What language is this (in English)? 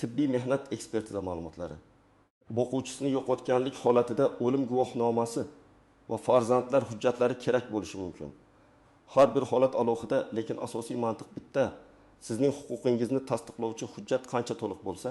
Uzbek